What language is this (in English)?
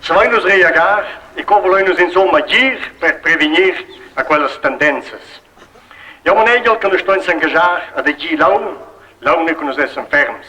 Romansh